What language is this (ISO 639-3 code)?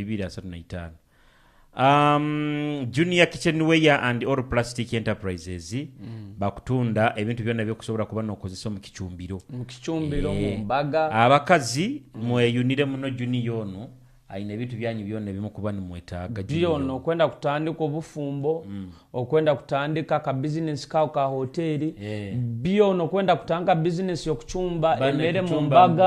nyo